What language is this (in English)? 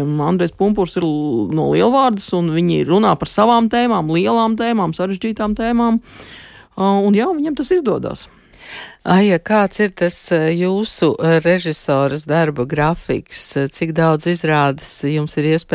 Latvian